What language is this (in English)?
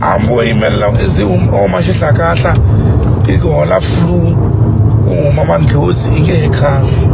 Tsonga